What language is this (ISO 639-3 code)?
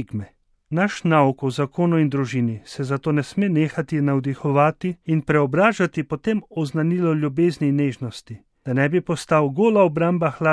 slv